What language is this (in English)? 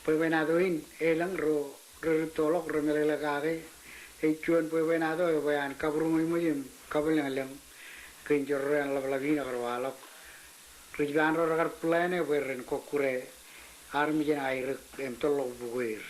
Marshallese